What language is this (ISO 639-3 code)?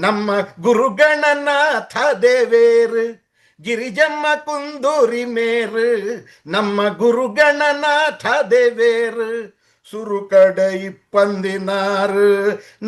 tcy